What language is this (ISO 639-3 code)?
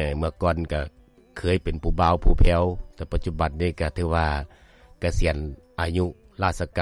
lao